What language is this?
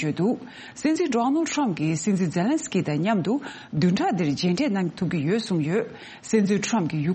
Tibetan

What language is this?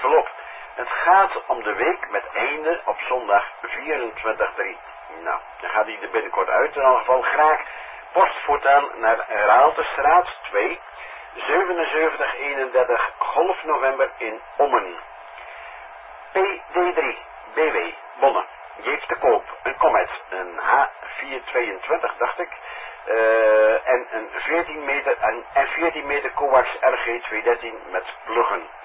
Dutch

